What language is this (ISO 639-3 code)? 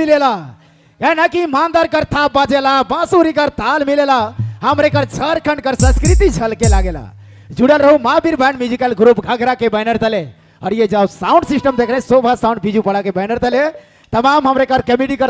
sck